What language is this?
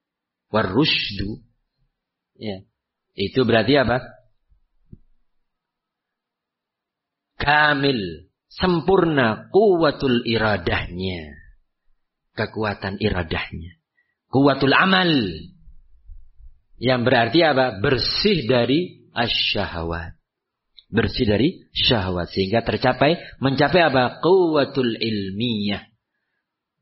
Indonesian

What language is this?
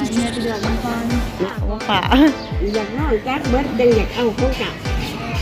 Lao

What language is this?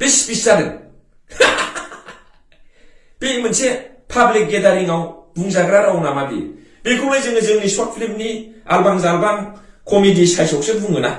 Bodo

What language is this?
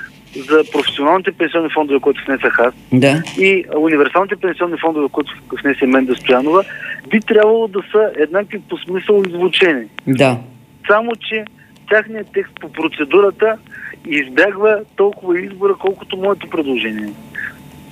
Bulgarian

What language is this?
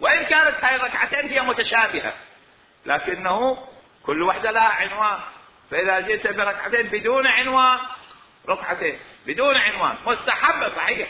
Mesopotamian Arabic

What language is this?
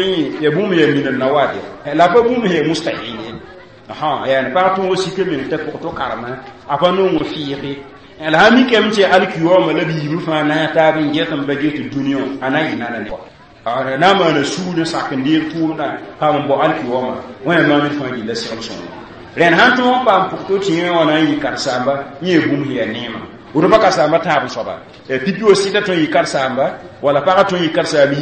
Mossi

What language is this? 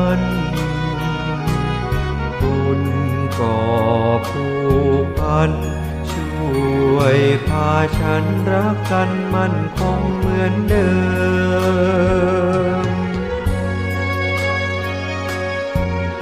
Thai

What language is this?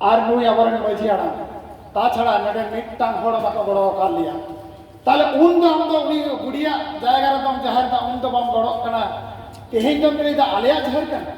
Santali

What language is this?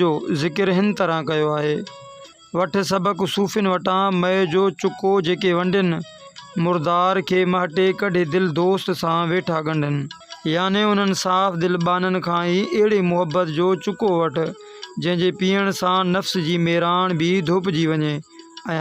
Sindhi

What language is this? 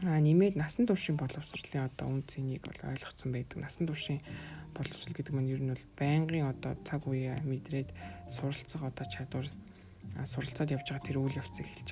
Mongolian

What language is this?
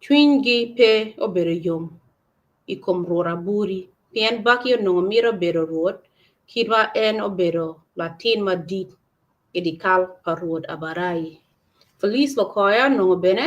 Acoli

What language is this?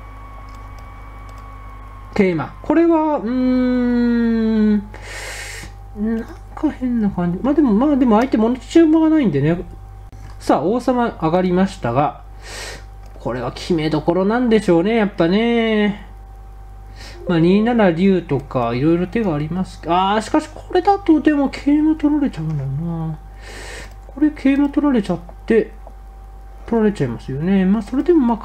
Japanese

